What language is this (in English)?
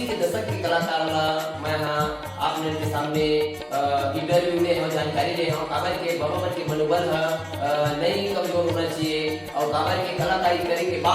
Chhattisgarhi